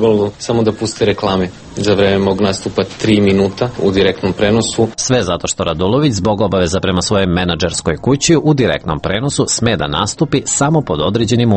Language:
Serbian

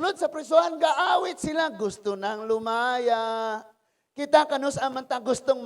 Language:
Cebuano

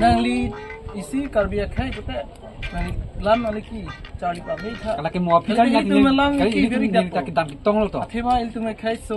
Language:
Karbi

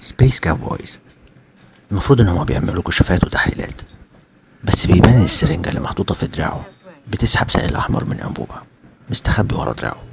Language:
Egyptian Arabic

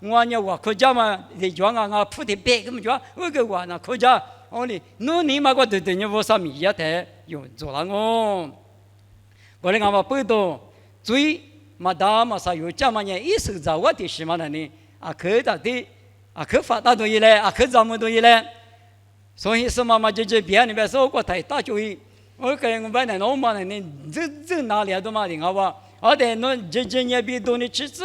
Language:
Lisu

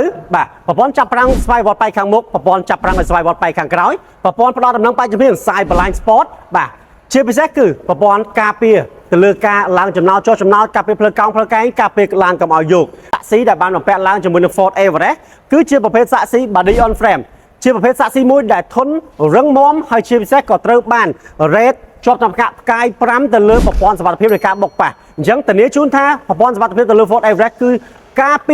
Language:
Khmer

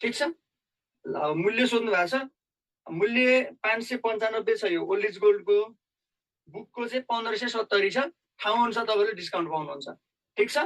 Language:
Nepali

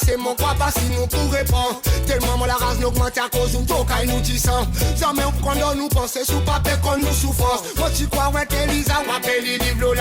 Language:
Seselwa Creole French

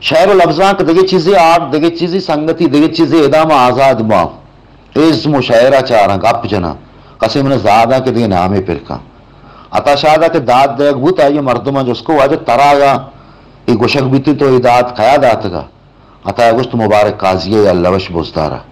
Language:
Baluchi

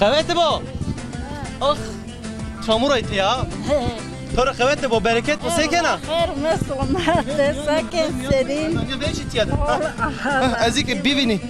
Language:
Zaza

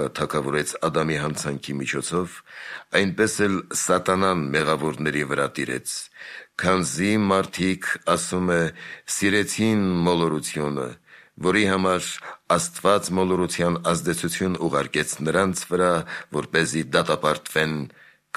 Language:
Armenian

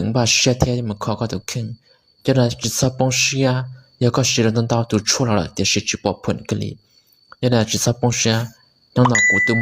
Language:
Hmong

